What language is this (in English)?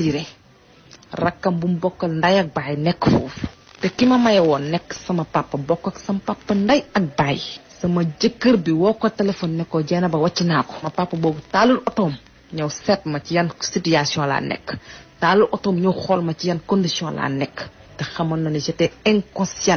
Wolof